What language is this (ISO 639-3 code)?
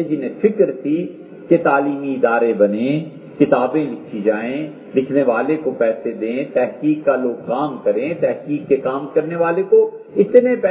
urd